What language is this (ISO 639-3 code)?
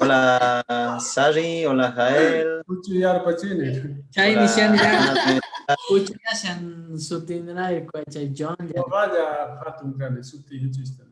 que